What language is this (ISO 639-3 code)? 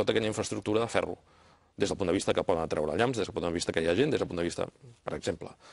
cat